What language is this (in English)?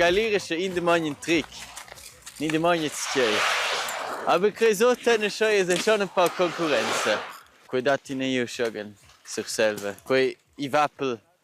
Romansh